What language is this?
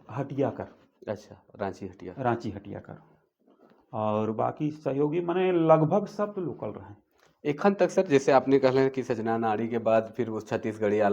Sadri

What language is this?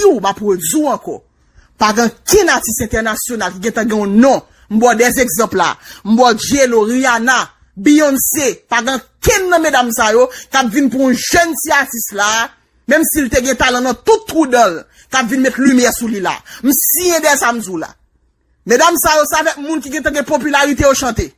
Haitian Creole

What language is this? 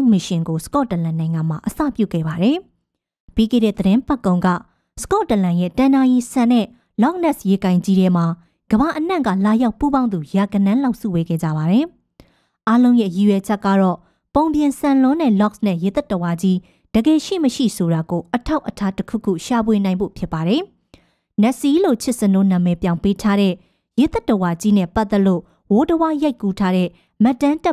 Burmese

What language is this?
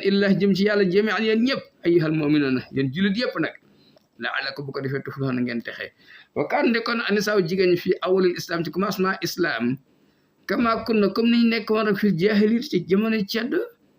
Wolof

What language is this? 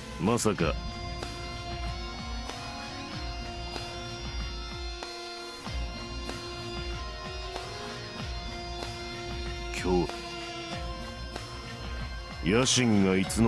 Japanese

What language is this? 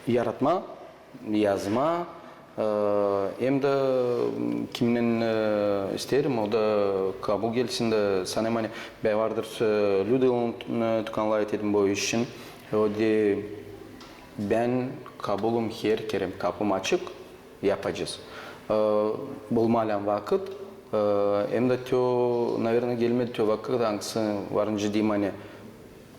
Gagauz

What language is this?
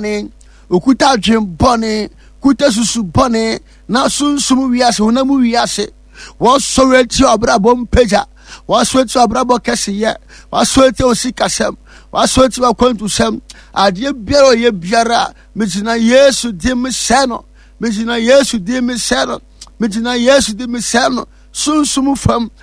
Akan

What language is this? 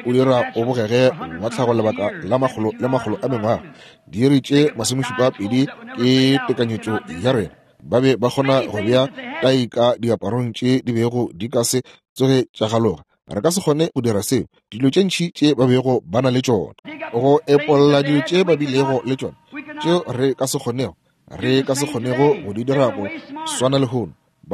Northern Sotho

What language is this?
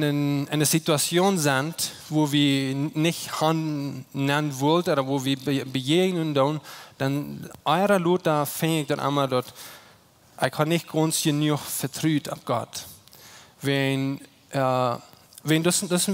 Plautdietsch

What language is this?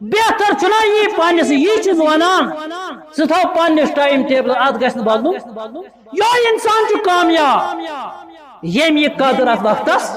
Kashmiri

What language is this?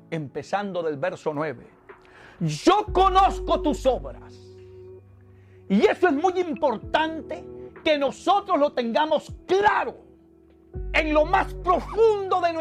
Spanish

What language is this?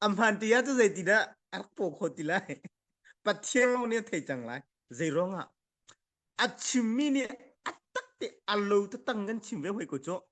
Hakha Chin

